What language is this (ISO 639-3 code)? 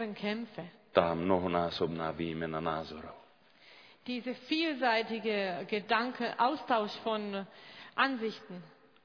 slk